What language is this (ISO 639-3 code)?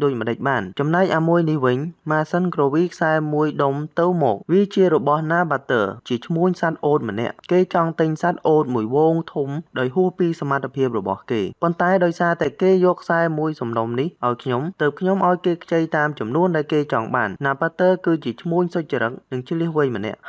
khm